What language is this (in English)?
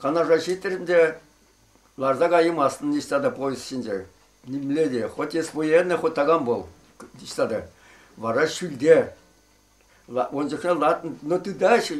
Chuvash